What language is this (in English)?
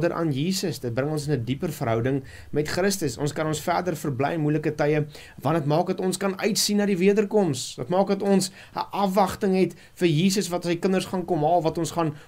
Afrikaans